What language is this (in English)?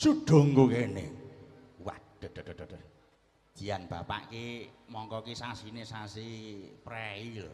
Javanese